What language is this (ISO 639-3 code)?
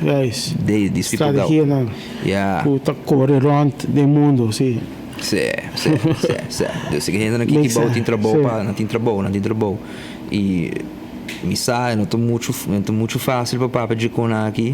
pap